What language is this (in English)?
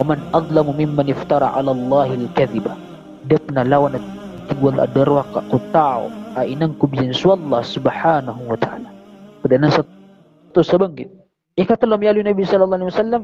Maranao